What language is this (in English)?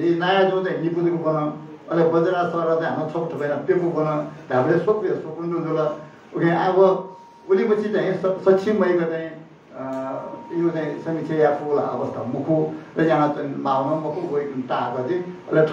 Newari